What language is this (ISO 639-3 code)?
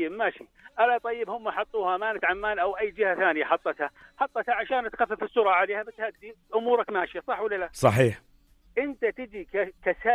apc